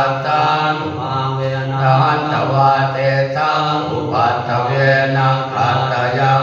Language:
Pali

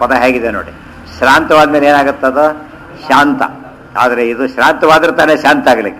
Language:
Kannada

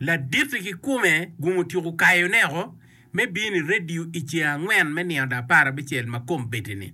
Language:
Acoli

